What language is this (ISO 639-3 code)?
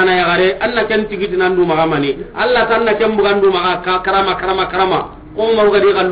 snk